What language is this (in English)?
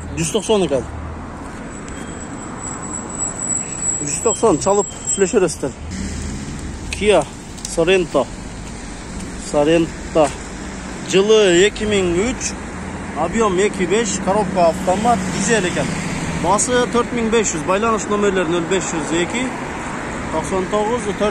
Kyrgyz